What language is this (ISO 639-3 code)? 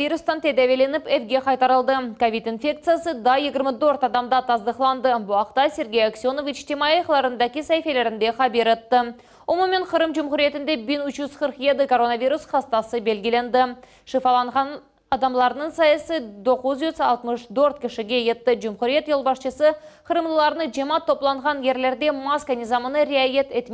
crh